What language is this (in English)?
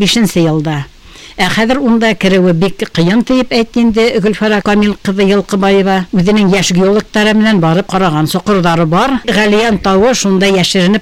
Bashkir